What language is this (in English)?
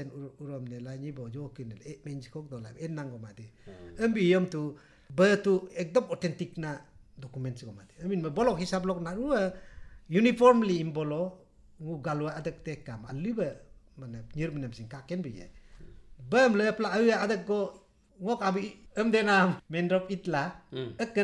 Galo